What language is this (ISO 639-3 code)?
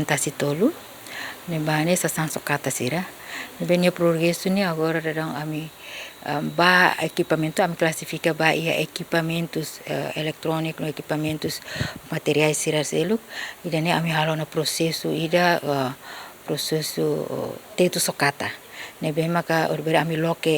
tet